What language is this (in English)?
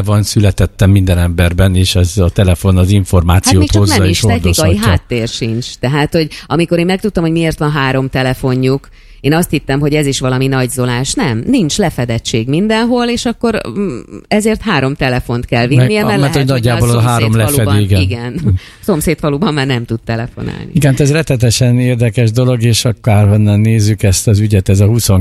Hungarian